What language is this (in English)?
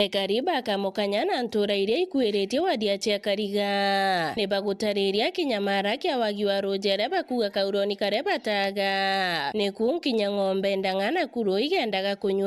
Meru